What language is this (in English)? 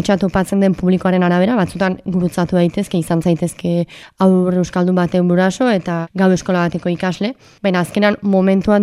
Basque